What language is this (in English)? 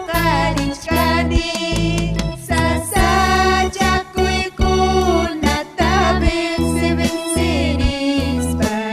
Ayacucho Quechua